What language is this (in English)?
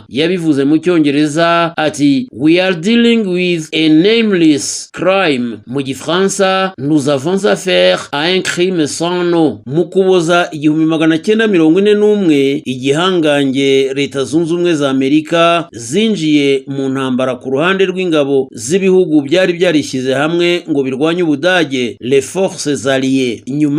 Kinyarwanda